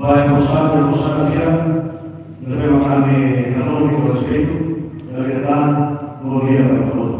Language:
Tetum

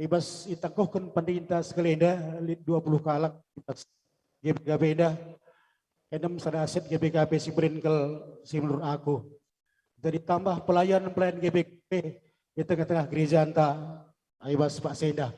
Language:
Batak Karo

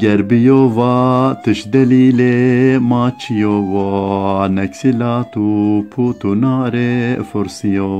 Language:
Zaza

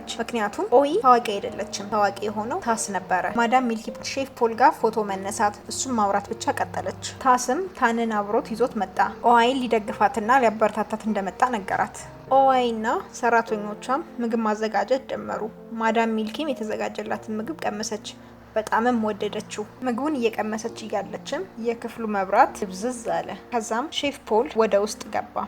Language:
Amharic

